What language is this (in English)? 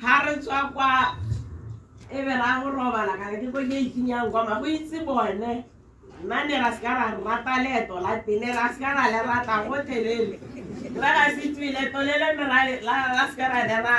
Tswana